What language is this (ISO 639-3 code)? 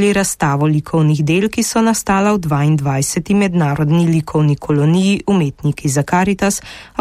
slv